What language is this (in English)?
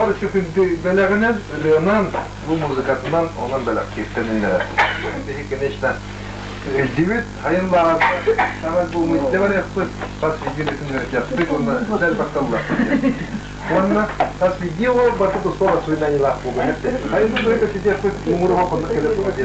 Yakut